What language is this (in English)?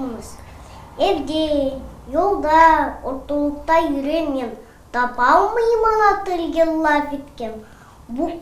Crimean Tatar